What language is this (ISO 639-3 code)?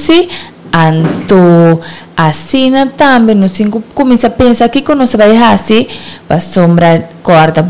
pap